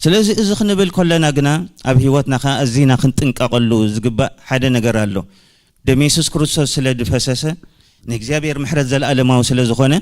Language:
Tigrinya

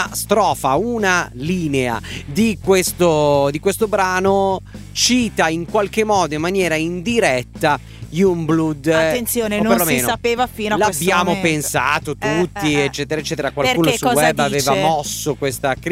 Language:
Italian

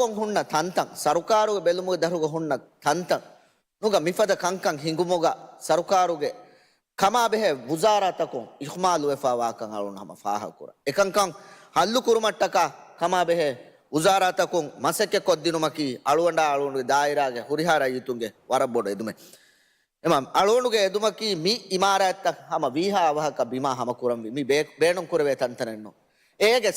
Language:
Divehi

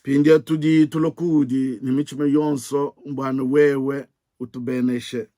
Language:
Luba-Lulua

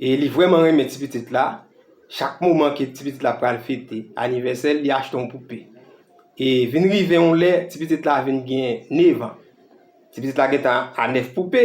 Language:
Haitian Creole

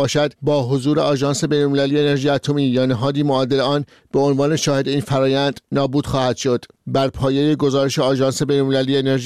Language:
Persian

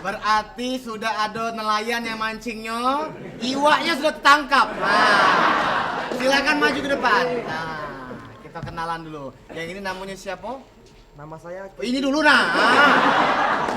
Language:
Musi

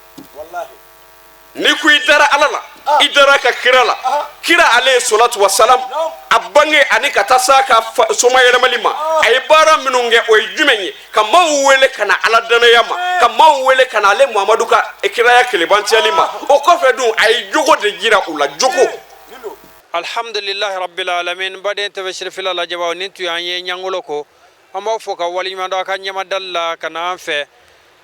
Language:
Bambara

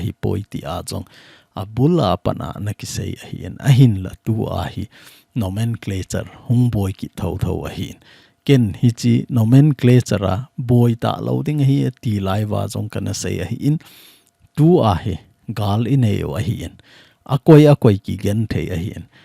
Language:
Thado Chin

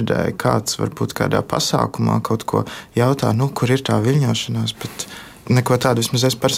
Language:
Latvian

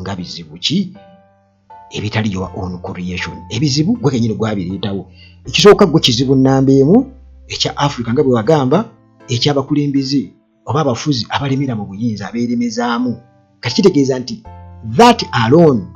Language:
Ganda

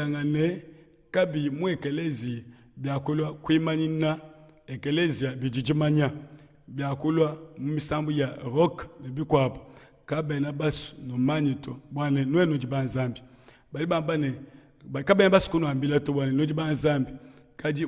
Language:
Luba-Lulua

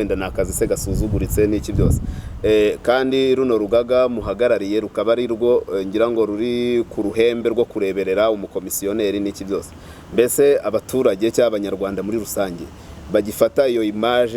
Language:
Kinyarwanda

